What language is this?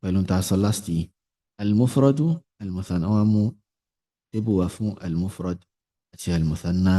Yoruba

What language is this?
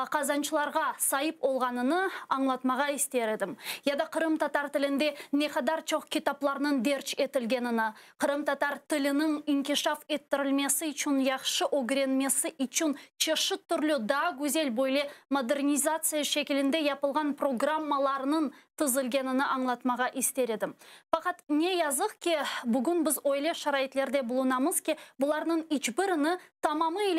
Crimean Tatar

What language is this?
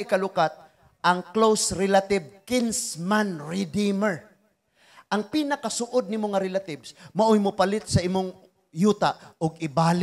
Cebuano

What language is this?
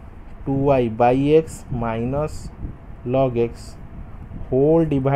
Hindi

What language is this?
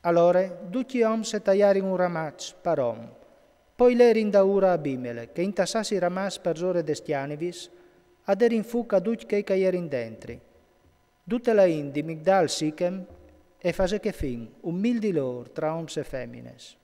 Friulian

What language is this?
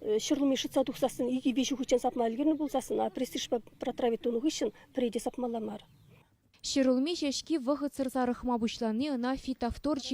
Chuvash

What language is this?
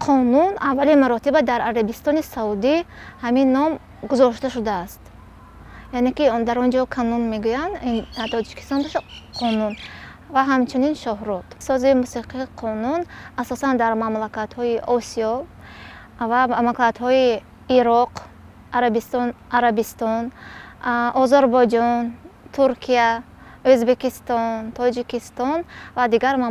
Tajik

